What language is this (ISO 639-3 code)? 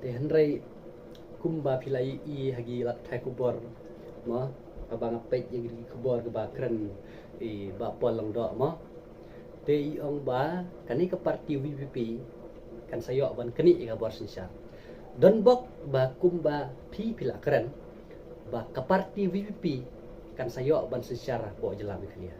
kha